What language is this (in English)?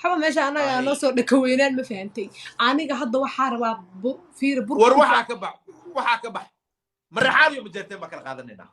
Somali